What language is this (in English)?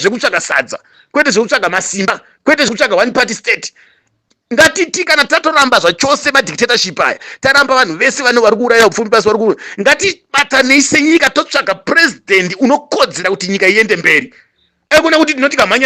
Shona